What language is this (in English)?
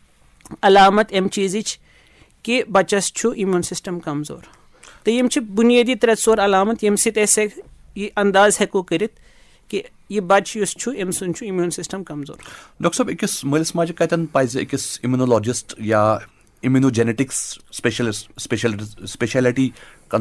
Kashmiri